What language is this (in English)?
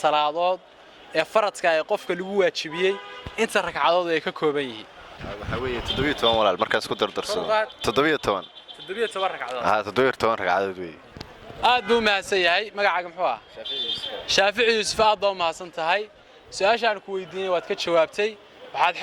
Somali